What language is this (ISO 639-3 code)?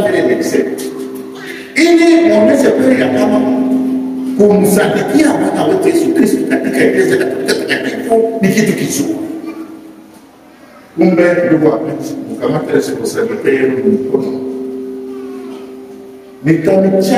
swa